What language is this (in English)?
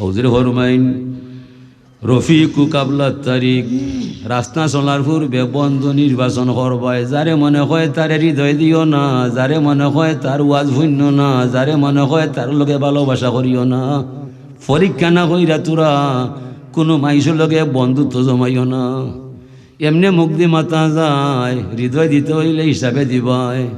Sylheti